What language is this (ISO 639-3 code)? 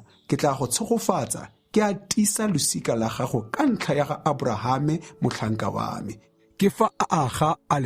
tsn